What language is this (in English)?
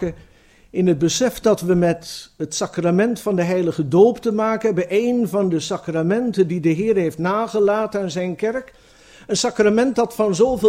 Dutch